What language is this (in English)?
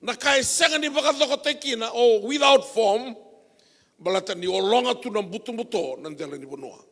Fijian